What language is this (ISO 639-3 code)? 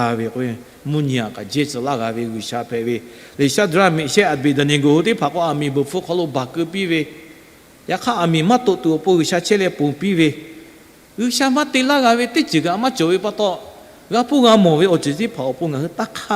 lhu